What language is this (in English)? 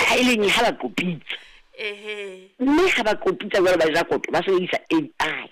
Southern Sotho